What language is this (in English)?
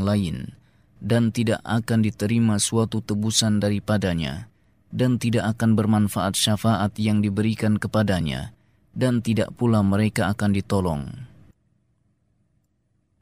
Indonesian